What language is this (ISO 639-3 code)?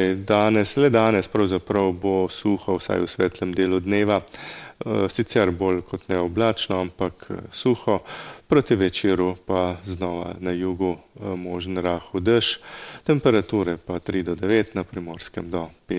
slv